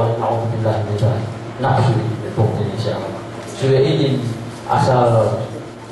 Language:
Yakan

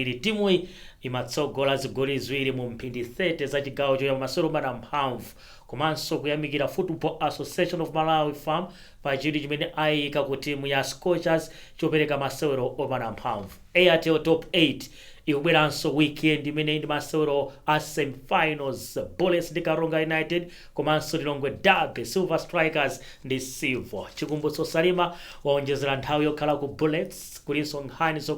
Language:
Nyanja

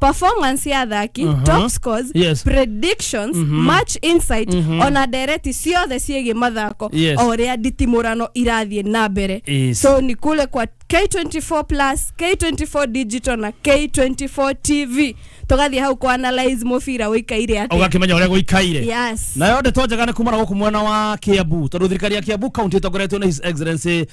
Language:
Kikuyu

